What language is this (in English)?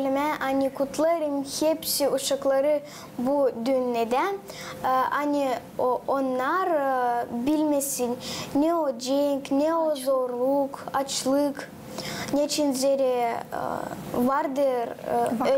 Gagauz